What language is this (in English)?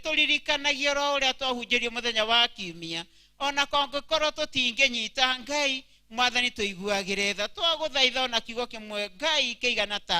Kikuyu